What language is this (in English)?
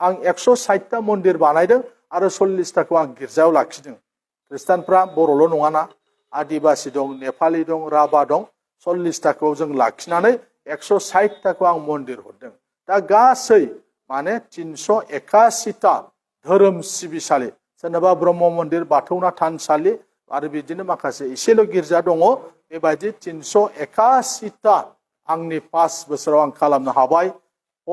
Bodo